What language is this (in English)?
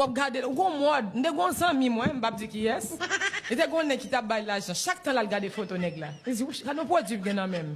Haitian Creole